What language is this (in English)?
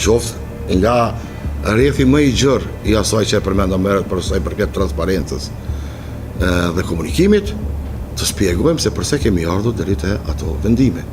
Albanian